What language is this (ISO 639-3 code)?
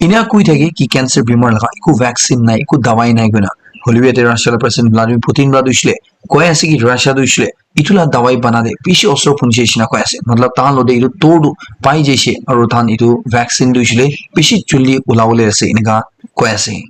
nag